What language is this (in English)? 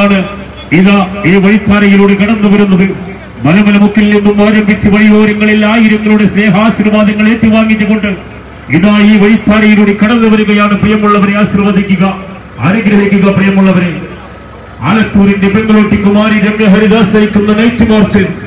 Malayalam